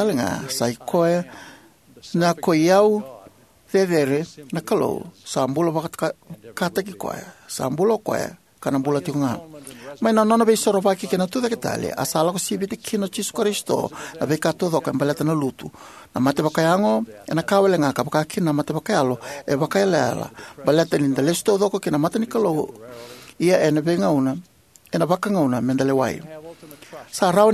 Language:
Fijian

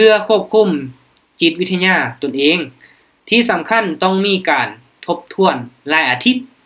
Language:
Lao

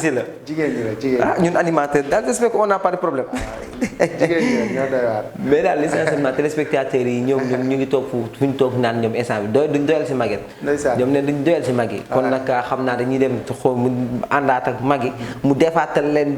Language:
Wolof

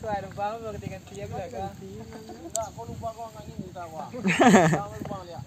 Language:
Minangkabau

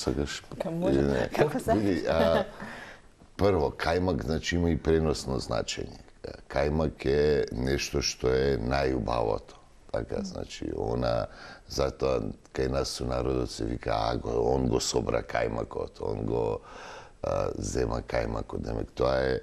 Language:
Macedonian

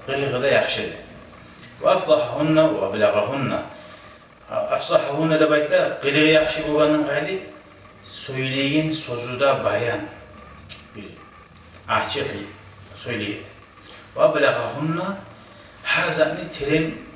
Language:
Kumyk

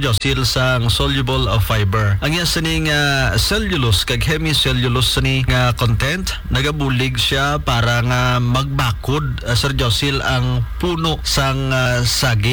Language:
Hiligaynon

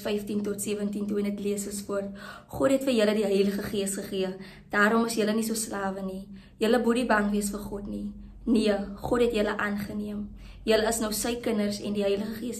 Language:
Afrikaans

